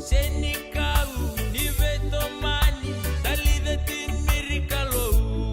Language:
Fijian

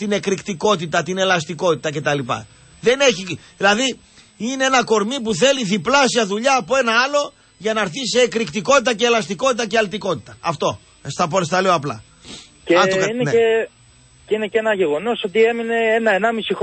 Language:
Greek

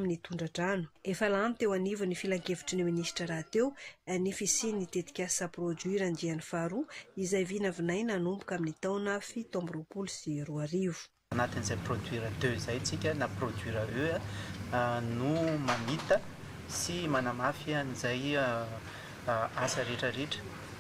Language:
Malagasy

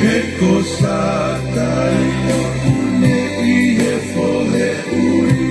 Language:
Tongan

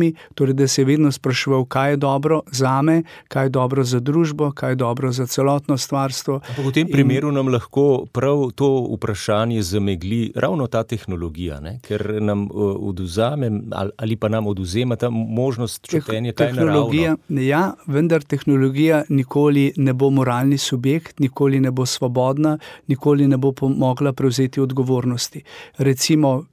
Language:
Slovenian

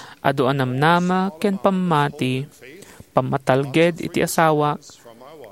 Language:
Iloko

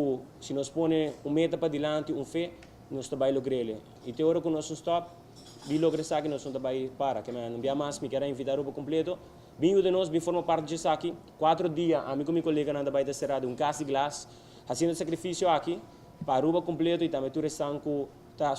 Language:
Papiamento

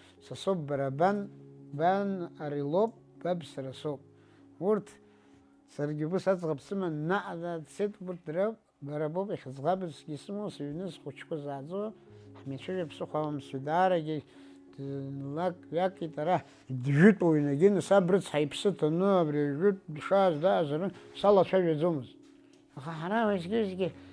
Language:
Abkhazian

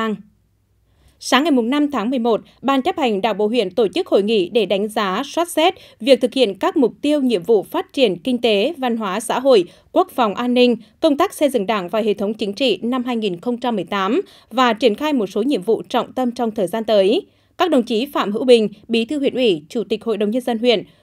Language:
Vietnamese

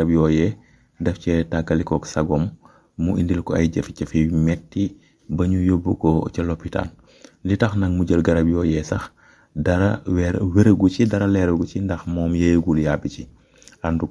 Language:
Wolof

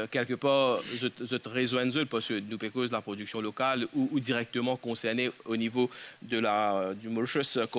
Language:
Morisyen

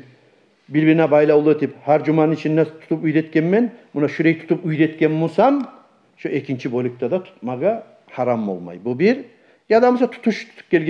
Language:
Kumyk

